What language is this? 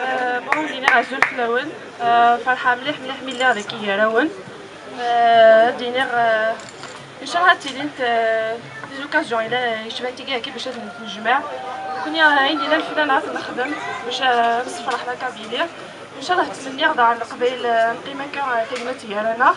Kabyle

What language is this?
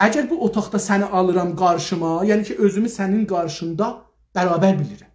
South Azerbaijani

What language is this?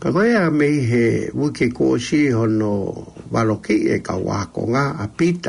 Tongan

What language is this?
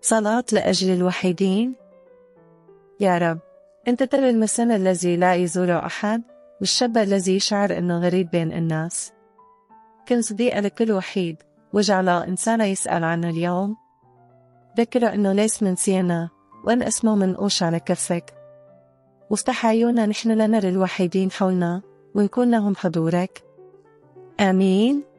Arabic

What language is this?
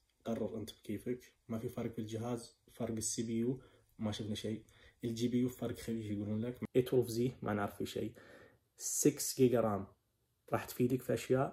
Najdi Arabic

